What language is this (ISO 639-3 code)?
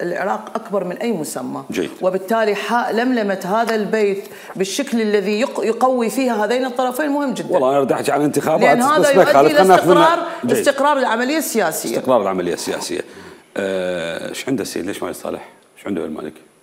acm